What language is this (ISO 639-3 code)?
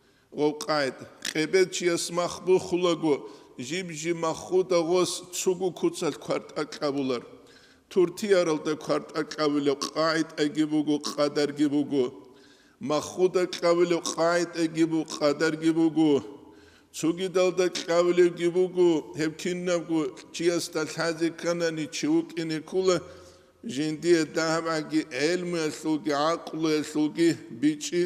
ava